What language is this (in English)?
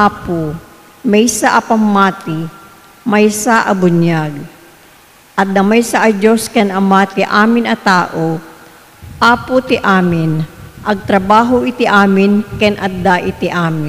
Iloko